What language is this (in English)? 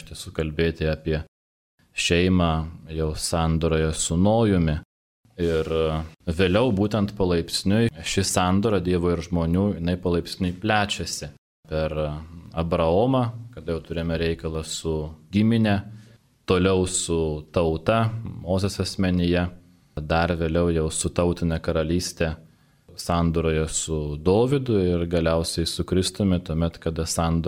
Lithuanian